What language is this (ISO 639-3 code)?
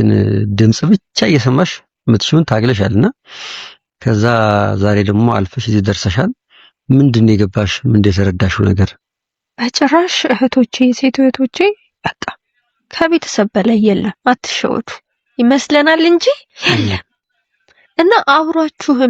amh